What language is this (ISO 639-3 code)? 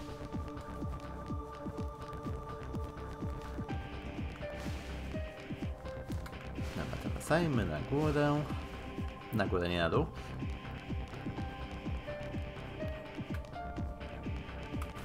pol